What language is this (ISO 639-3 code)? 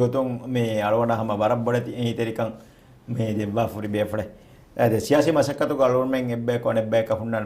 div